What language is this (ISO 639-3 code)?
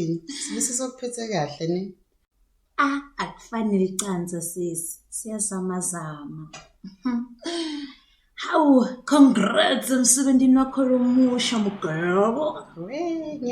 zul